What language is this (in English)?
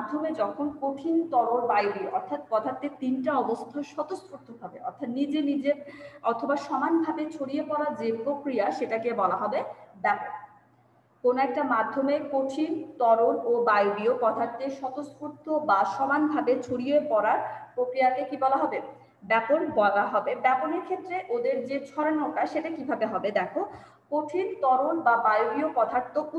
Bangla